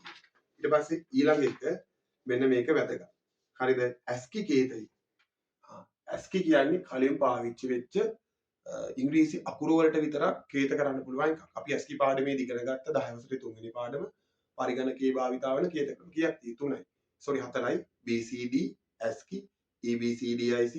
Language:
Sinhala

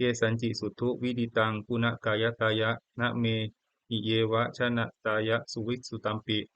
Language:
Pali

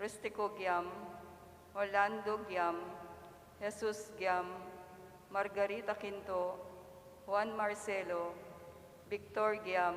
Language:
Pampanga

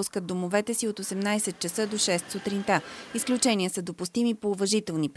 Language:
Bulgarian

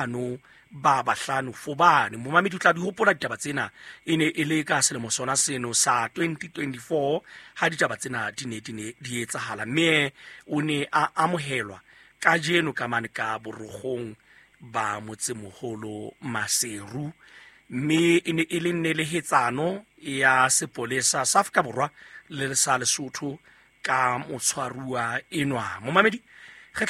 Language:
Southern Sotho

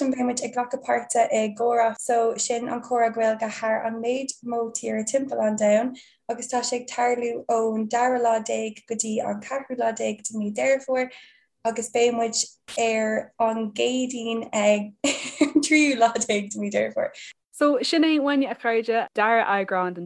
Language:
Irish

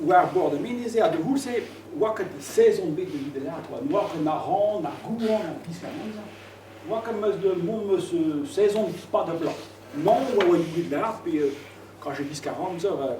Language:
Breton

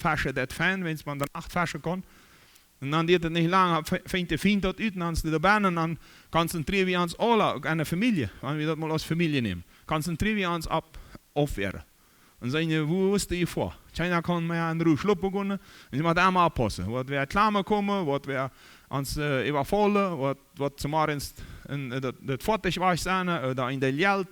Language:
Plautdietsch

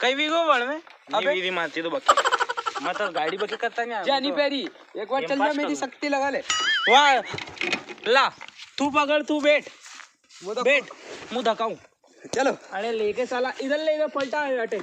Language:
Rajasthani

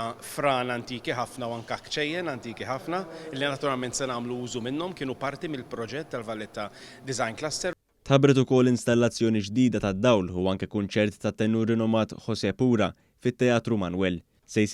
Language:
Maltese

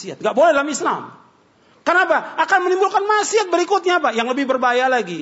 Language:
Indonesian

